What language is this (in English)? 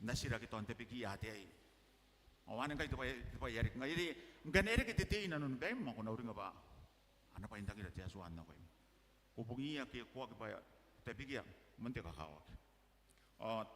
Gilbertese